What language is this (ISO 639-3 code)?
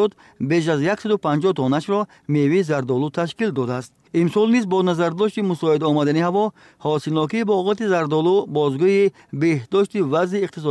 tgk